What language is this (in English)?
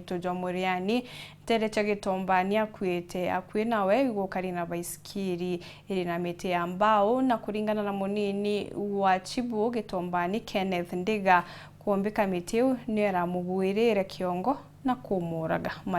Meru